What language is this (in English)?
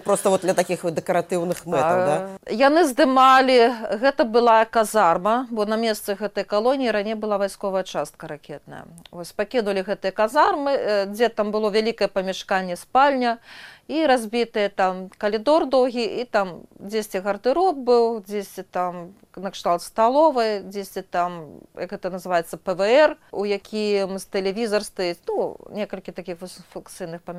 Belarusian